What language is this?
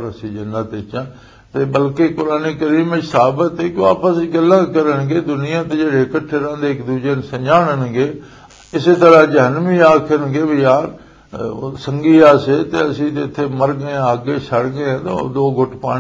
Western Panjabi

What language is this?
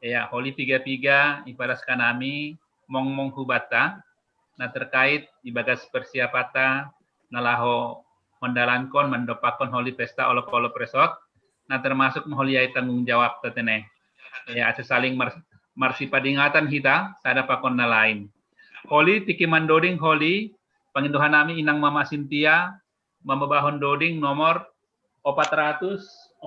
Batak Simalungun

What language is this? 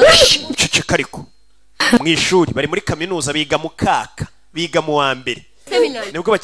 Kinyarwanda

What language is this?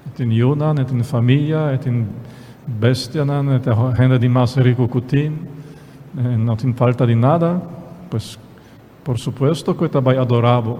Papiamento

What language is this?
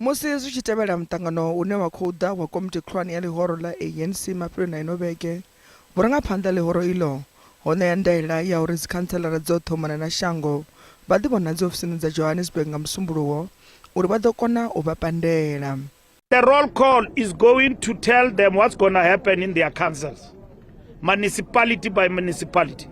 Venda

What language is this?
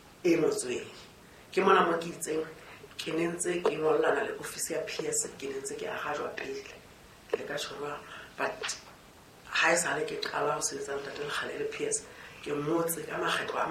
Southern Sotho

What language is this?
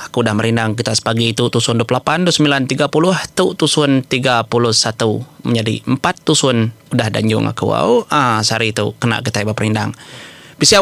Iban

